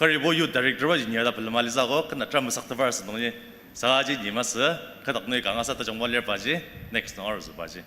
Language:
Ao Naga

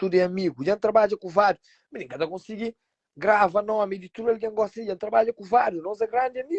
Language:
Kabuverdianu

